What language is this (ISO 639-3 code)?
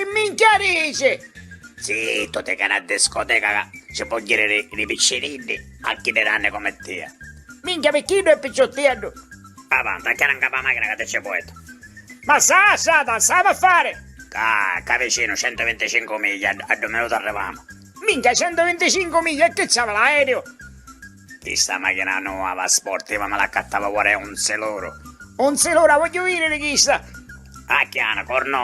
scn